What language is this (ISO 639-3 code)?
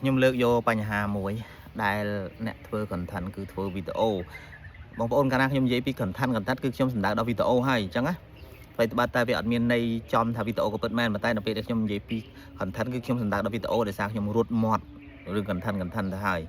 khm